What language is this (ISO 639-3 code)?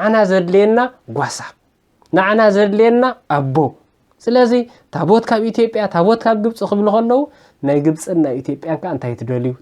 tir